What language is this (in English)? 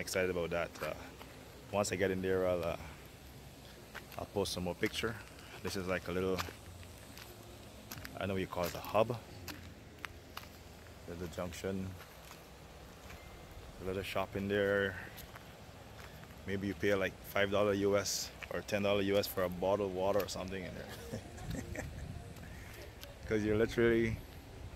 English